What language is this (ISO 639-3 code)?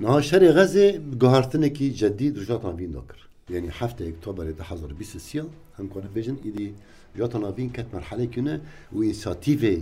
kur